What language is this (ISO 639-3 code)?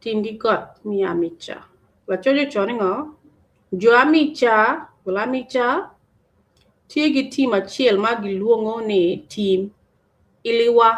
ach